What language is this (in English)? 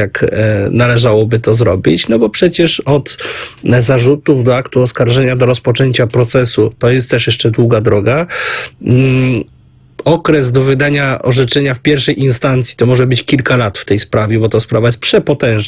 Polish